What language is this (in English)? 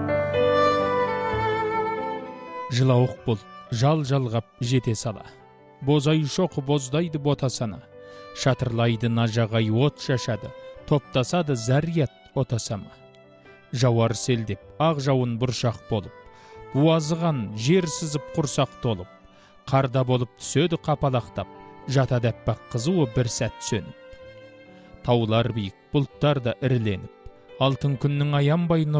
Kazakh